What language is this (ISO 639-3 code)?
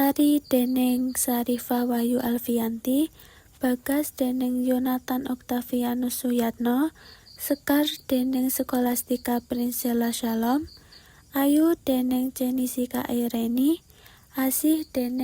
jav